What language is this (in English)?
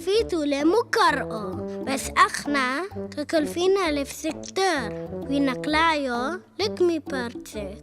Turoyo